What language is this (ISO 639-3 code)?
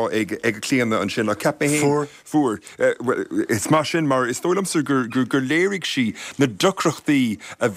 gle